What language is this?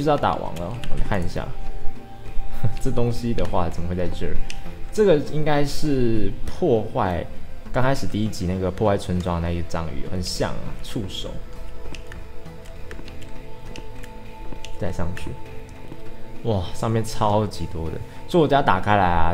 Chinese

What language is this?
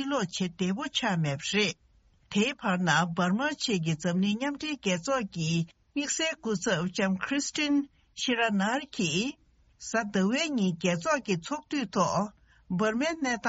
Tibetan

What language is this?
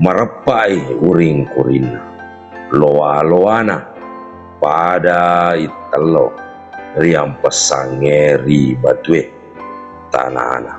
Buginese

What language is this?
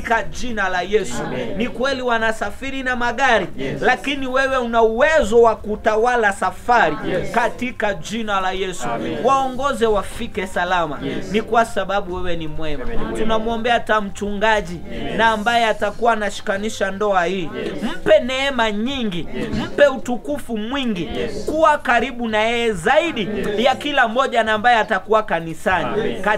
Swahili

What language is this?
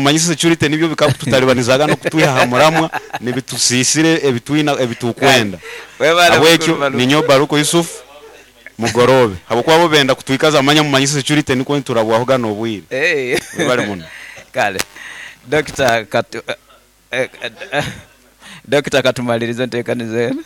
Nyoro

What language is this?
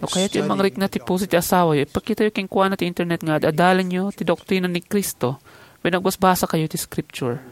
Iloko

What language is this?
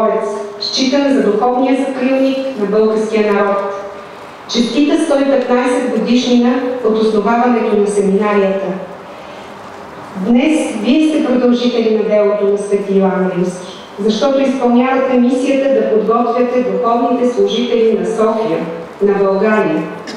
Bulgarian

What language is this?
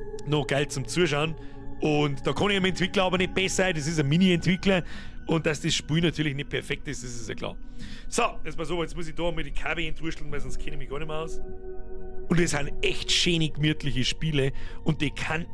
Bavarian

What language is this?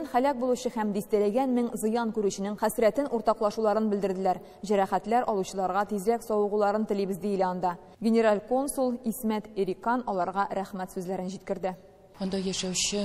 Tatar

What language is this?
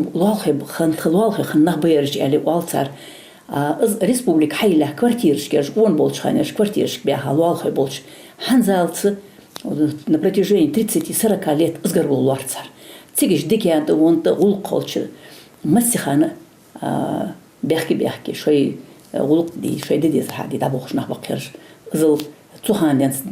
Ingush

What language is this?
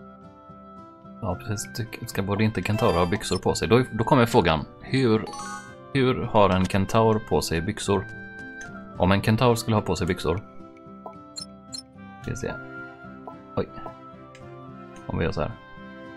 Swedish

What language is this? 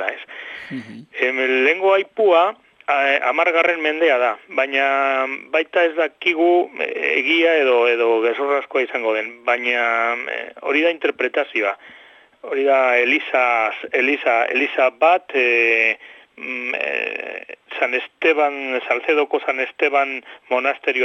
Basque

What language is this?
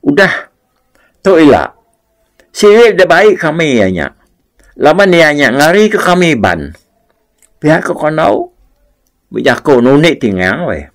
Iban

